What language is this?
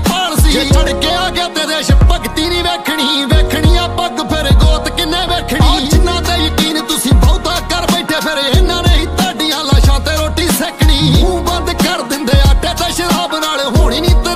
Punjabi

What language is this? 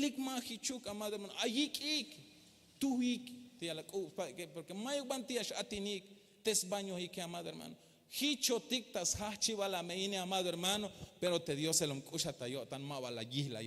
Tzeltal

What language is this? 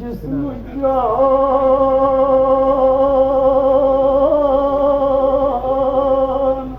Kashmiri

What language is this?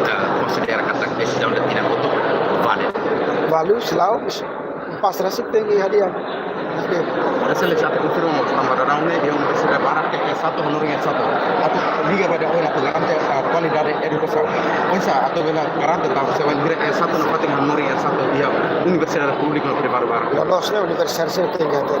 Tetum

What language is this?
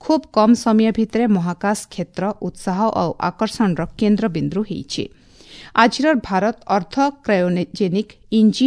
Odia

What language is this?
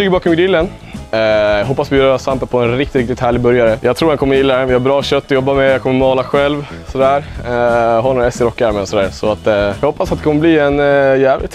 Swedish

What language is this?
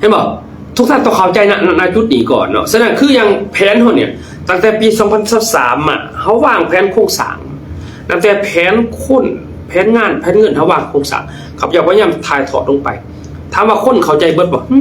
Lao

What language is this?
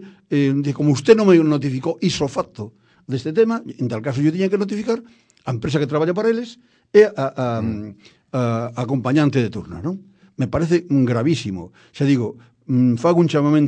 Galician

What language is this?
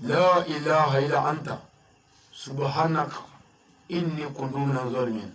Bambara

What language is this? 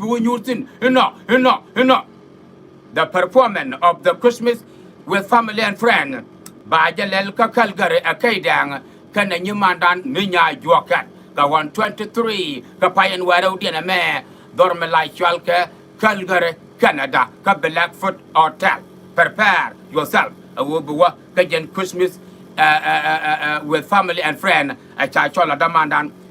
Nuer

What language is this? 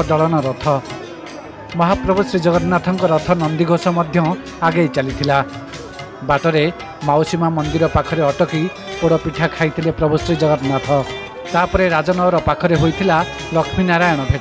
Odia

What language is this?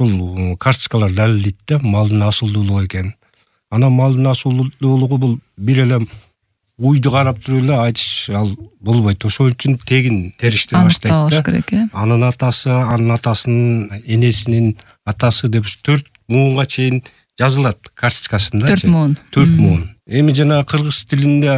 Kyrgyz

